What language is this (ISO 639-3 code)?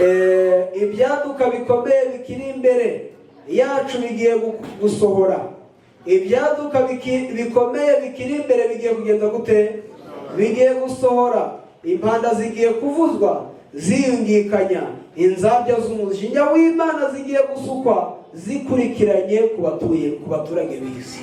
kin